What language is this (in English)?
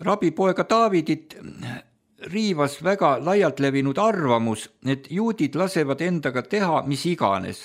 Estonian